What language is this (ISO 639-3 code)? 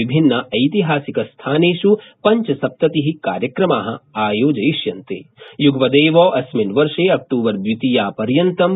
san